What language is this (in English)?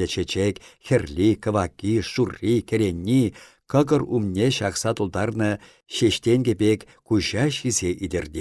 Chuvash